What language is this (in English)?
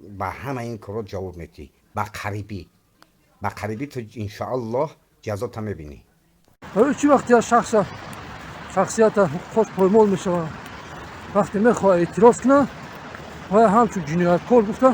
Tajik